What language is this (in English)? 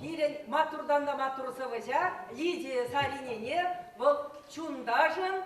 Chuvash